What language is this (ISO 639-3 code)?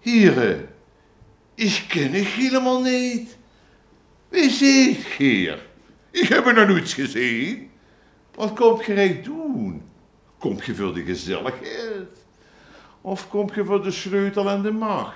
lim